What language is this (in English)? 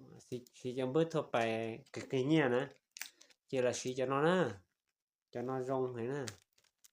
Hmong